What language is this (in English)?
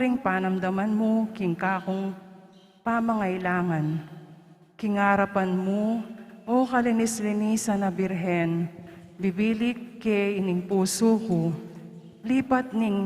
Pampanga